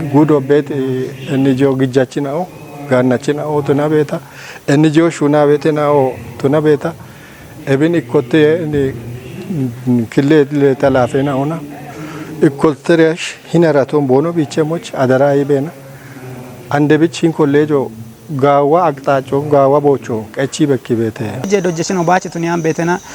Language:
Kafa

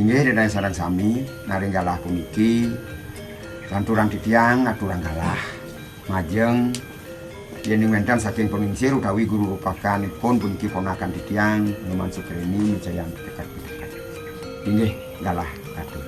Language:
Balinese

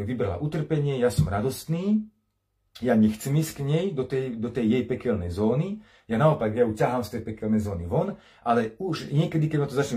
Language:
Slovak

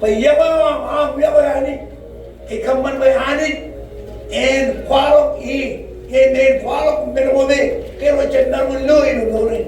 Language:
Marshallese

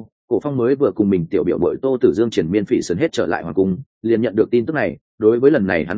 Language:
Vietnamese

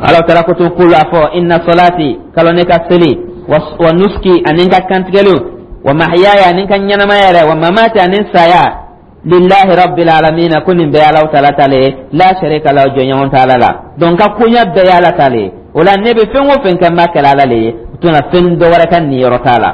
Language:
Dyula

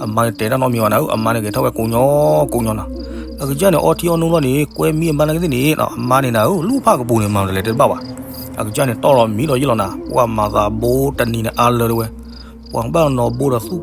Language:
S'gaw Karen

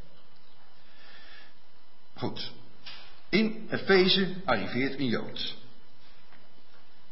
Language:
Dutch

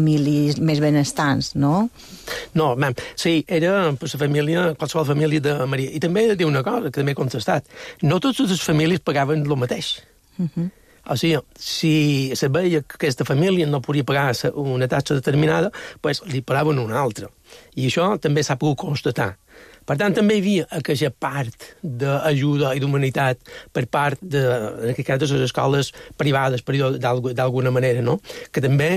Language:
Catalan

